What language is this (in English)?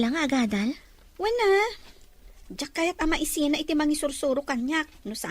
Iloko